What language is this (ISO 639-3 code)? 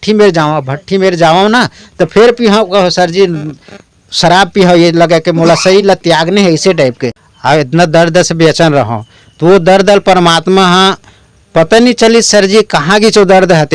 hne